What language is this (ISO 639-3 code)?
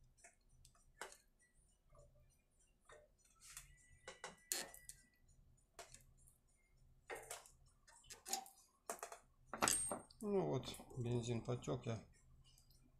rus